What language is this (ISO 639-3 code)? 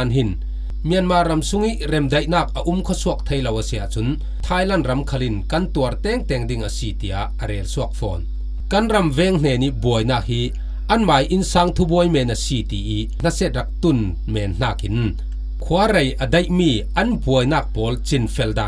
cfm